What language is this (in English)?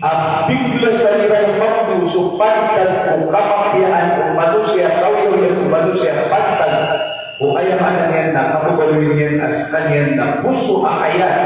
Maranao